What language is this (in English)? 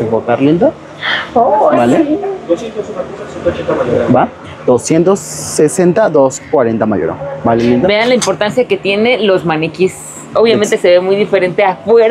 Spanish